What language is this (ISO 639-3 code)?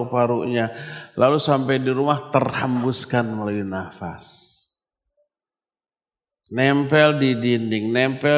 ind